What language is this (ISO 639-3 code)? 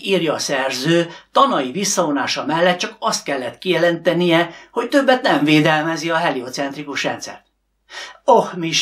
hun